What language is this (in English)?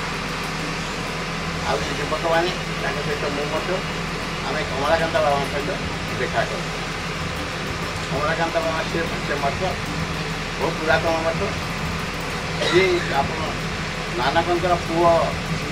Odia